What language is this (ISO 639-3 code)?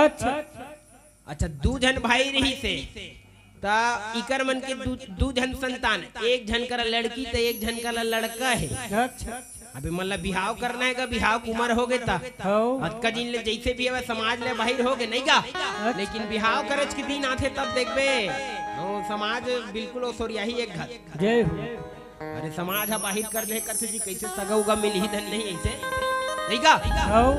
hne